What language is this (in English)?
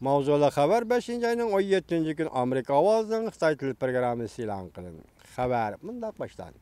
Uyghur